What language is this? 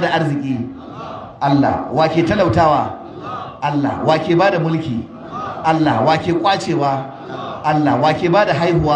Hausa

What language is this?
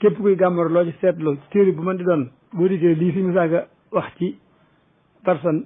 Wolof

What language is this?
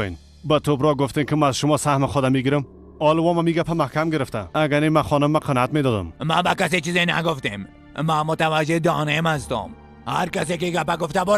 Persian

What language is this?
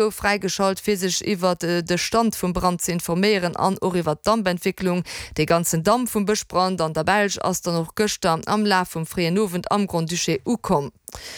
Luxembourgish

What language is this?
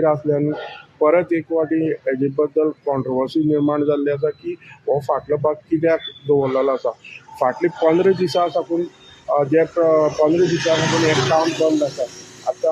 Konkani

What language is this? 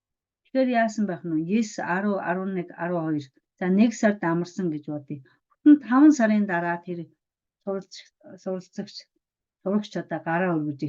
Mongolian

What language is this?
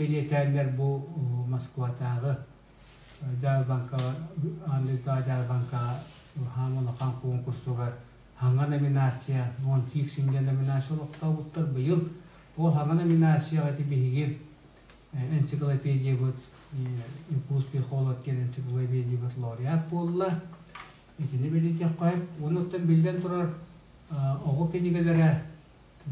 Yakut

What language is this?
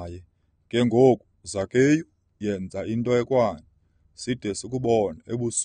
Xhosa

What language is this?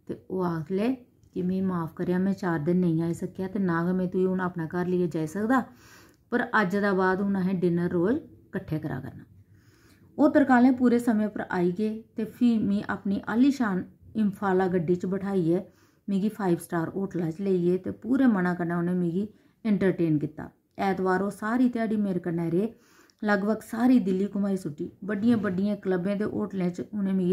Dogri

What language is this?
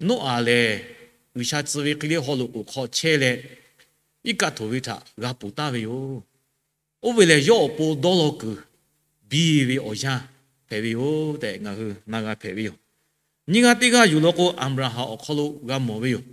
Lahu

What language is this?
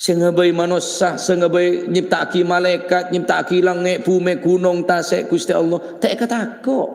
Madurese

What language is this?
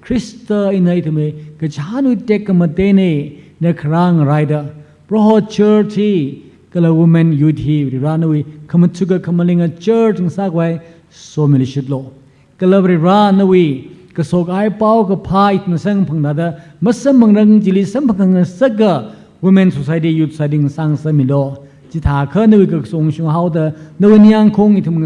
Tangkhul Naga (India)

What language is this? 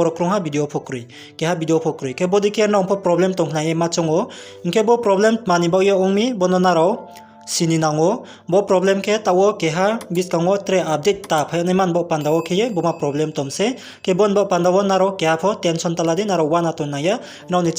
Riang (India)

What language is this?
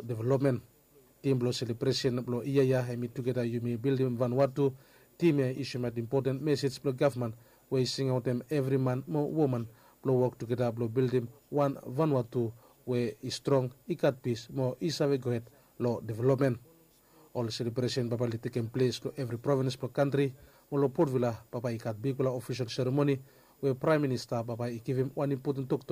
Bislama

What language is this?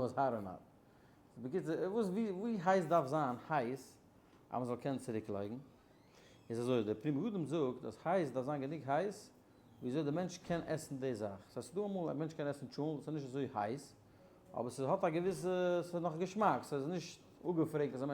Yiddish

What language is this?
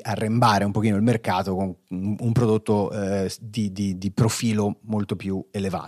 Italian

